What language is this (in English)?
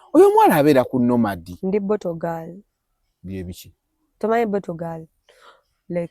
Ganda